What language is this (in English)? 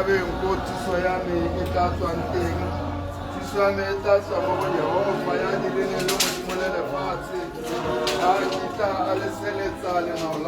Tswana